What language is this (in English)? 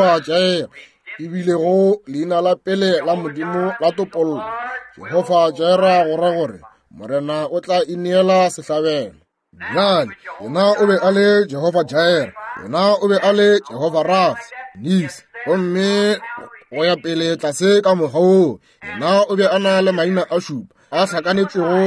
Northern Sotho